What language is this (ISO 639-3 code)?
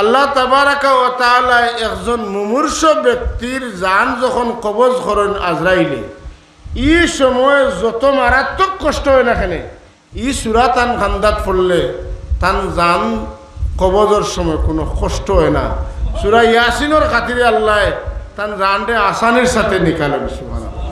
syl